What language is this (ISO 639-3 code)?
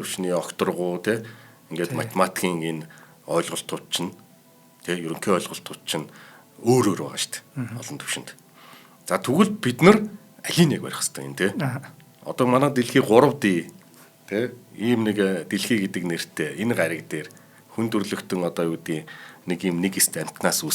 mon